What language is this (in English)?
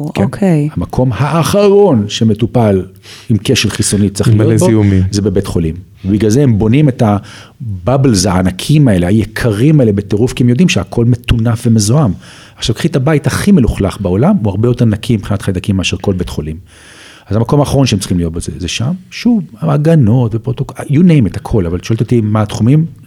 Hebrew